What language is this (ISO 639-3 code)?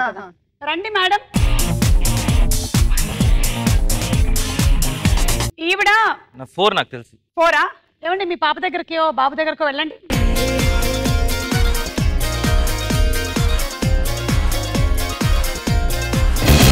tel